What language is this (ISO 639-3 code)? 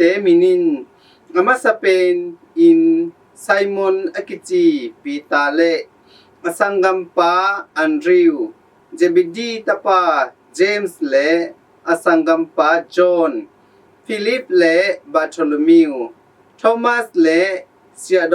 ctd